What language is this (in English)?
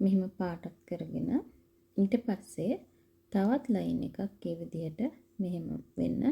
Sinhala